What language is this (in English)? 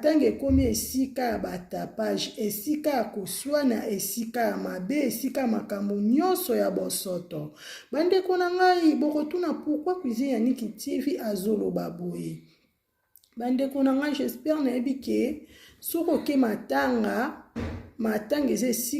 Lingala